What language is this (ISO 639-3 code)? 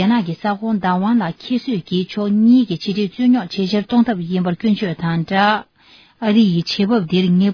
bod